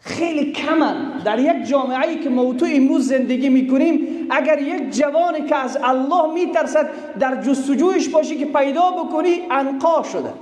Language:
Persian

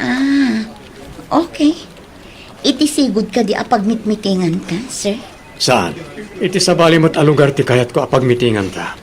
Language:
Iloko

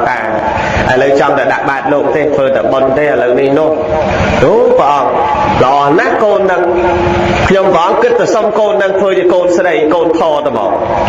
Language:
Khmer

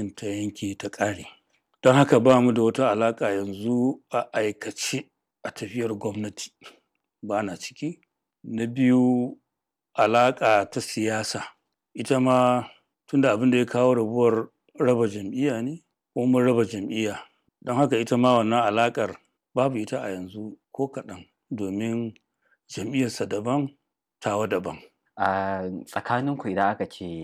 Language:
Hausa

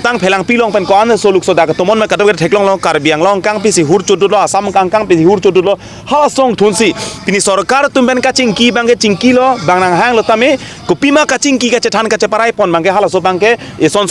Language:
Karbi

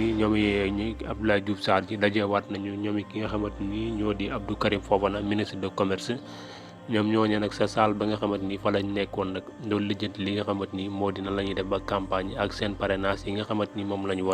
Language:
Wolof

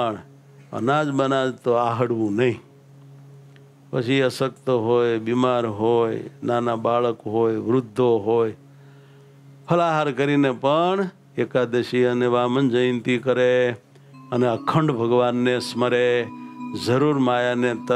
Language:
Gujarati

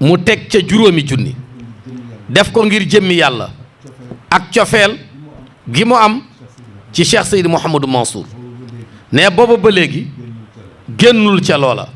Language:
Wolof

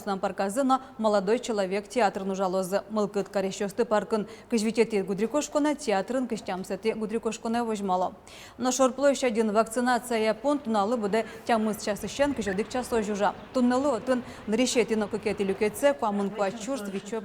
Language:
Udmurt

